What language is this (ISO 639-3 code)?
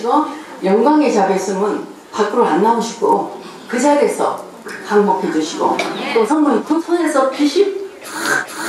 kor